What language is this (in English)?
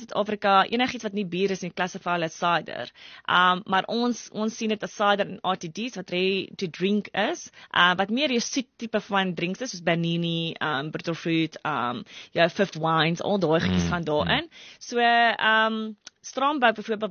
Afrikaans